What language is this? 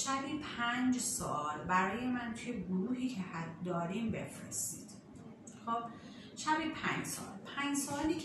Persian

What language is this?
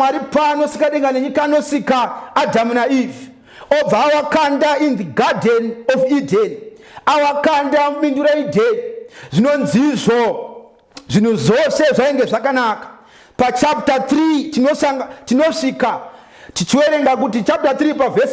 Shona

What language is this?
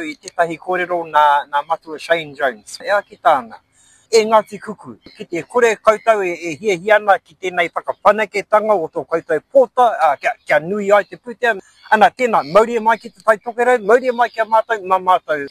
Māori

